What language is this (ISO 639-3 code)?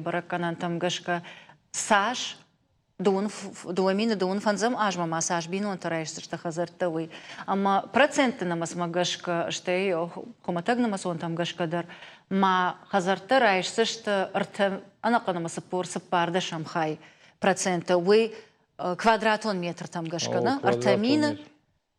oss